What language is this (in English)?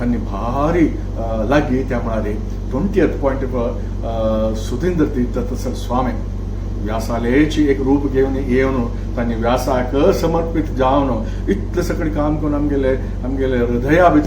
Konkani